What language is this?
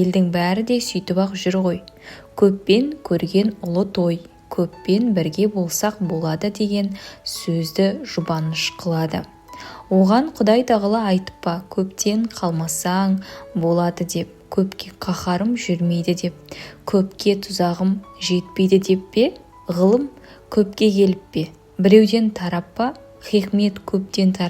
Kazakh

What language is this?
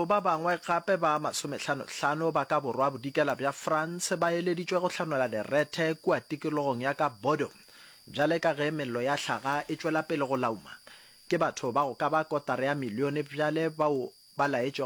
Northern Sotho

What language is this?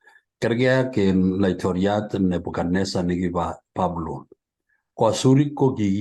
Kalenjin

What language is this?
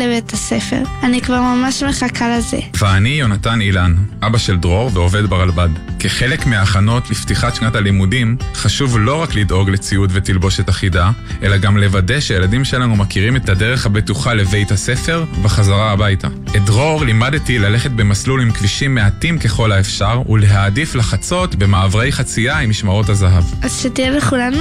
Hebrew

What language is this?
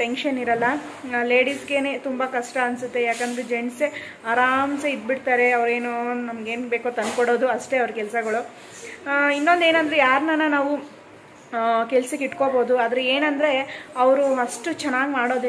Kannada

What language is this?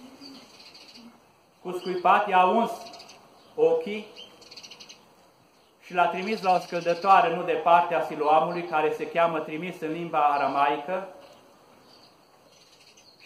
Romanian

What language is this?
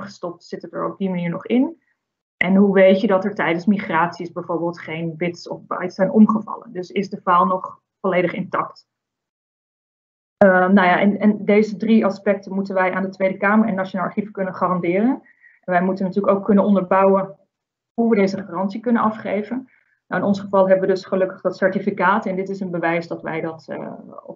Dutch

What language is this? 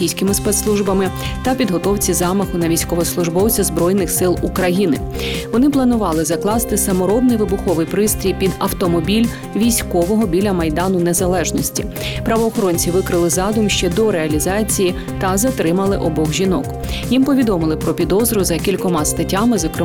Ukrainian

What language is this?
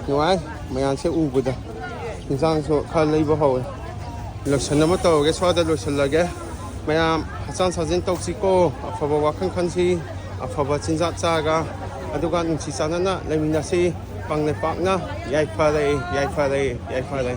Manipuri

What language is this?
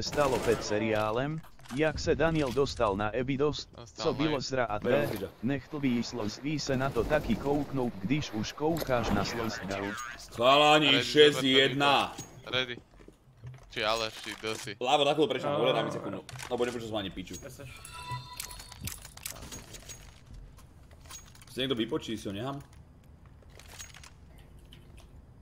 Slovak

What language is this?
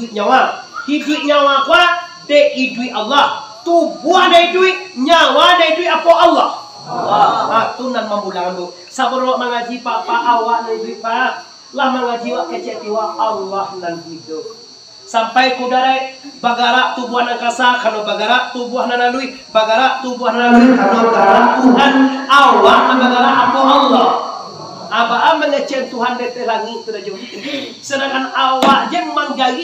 Minangkabau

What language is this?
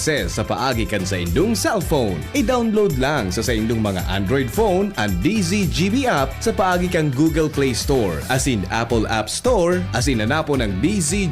Bikol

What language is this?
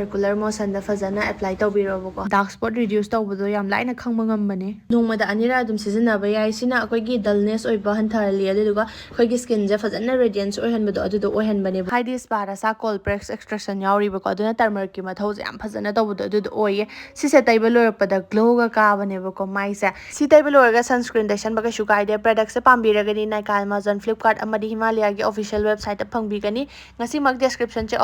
Manipuri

